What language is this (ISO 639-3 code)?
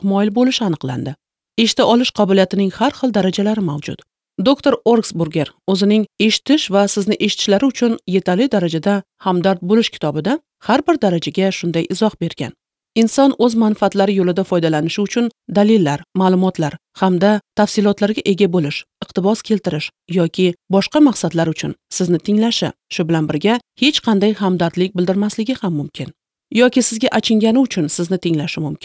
uzb